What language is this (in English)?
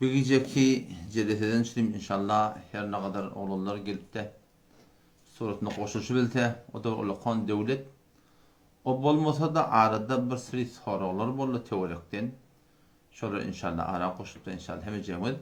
Turkmen